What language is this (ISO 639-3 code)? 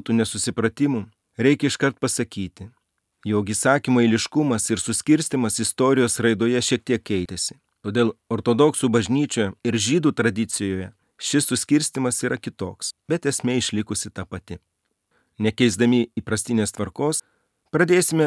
lit